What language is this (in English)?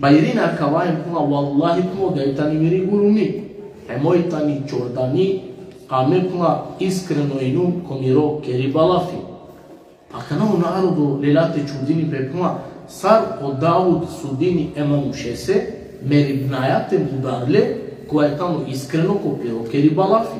Balkan Romani